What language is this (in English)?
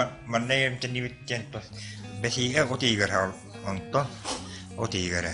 Yakut